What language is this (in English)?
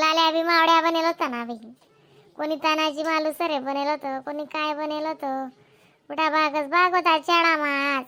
Khandesi